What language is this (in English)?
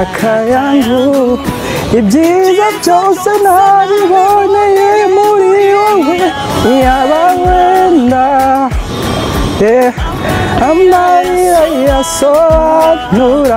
Kinyarwanda